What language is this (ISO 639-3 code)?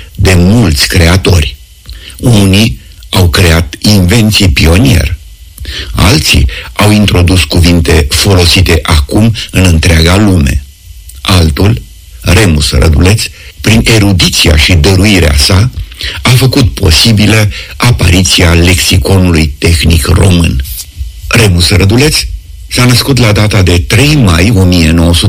ron